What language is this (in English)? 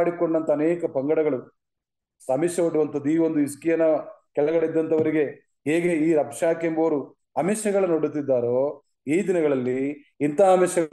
Kannada